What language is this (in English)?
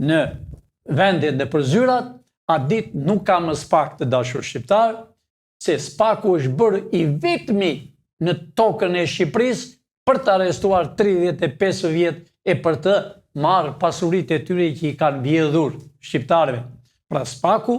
Albanian